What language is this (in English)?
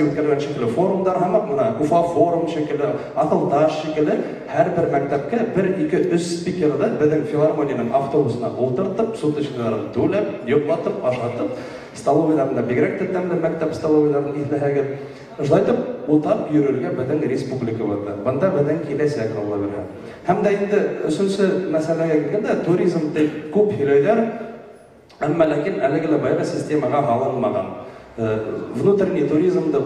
Bashkir